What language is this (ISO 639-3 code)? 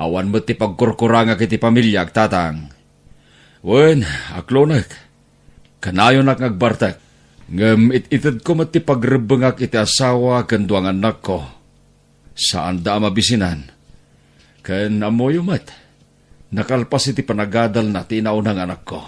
ilo